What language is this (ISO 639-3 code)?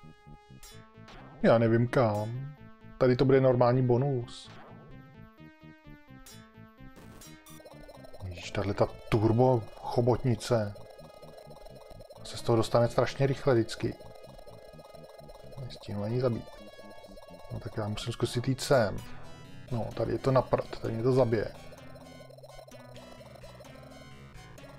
ces